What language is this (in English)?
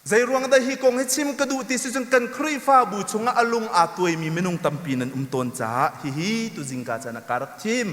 Hakha Chin